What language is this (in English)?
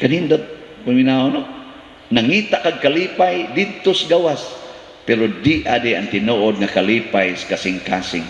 Cebuano